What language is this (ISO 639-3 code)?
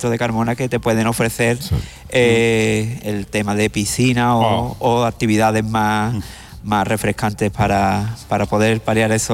spa